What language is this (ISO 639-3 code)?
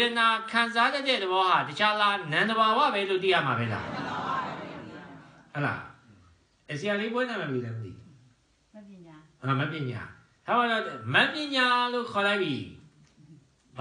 mya